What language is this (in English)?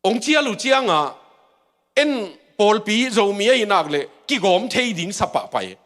Tedim Chin